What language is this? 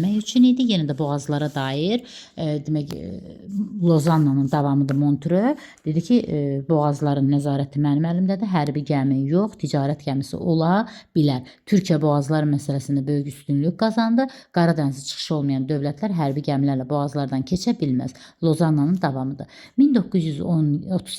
Azerbaijani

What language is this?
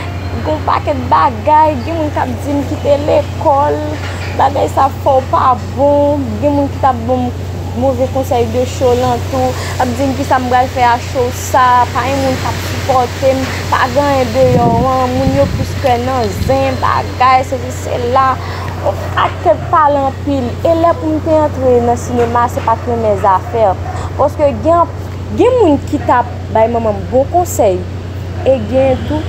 Haitian Creole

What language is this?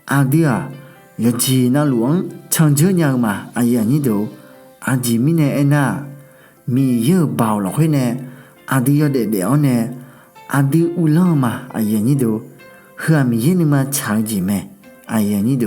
Akha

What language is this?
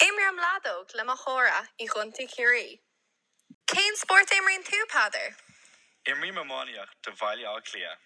Irish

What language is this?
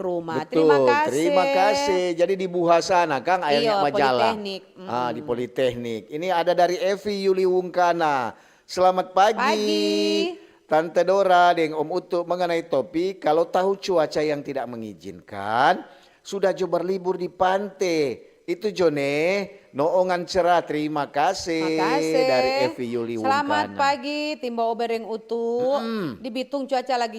Manado Malay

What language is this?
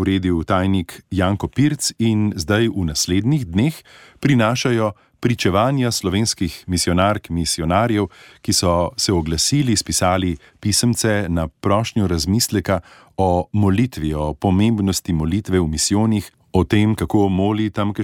Slovenian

